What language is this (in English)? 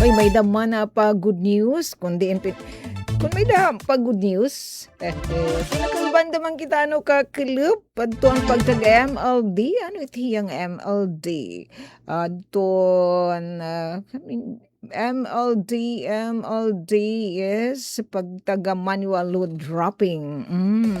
Waray